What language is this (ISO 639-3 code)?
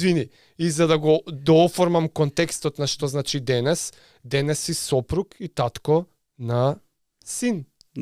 mkd